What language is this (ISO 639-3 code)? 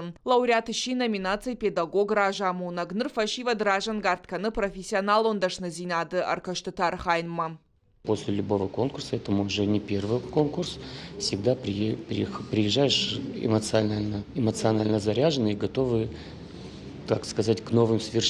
oss